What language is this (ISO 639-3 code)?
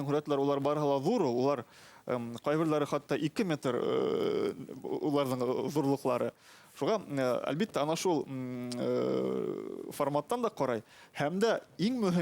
bak